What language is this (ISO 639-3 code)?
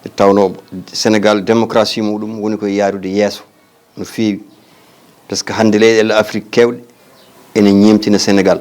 ful